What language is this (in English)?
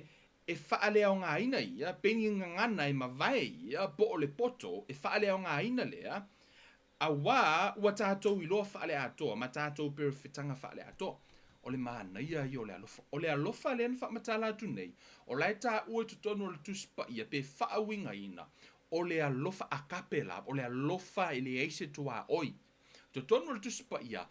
Samoan